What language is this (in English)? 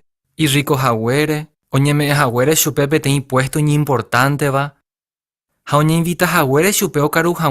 Guarani